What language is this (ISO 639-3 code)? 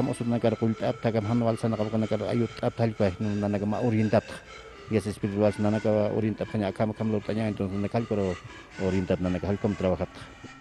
aym